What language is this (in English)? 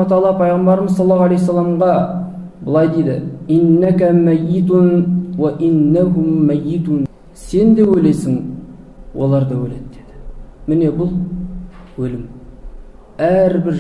Kazakh